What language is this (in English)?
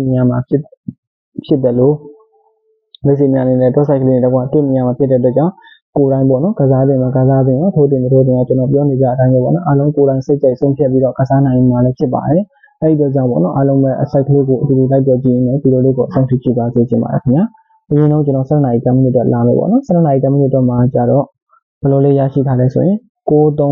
Burmese